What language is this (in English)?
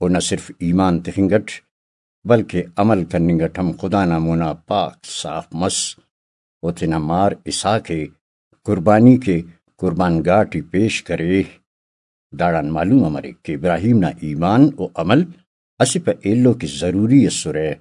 Brahui